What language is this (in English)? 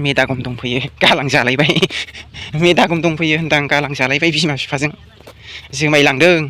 Bodo